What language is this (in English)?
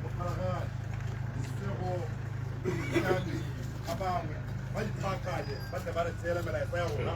Tswana